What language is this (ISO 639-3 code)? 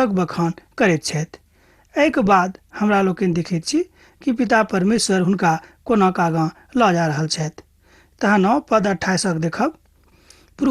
mai